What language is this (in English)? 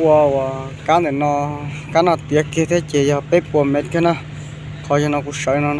Hmong